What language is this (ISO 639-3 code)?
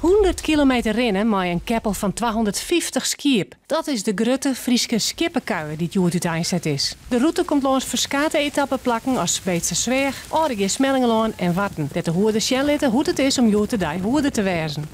fry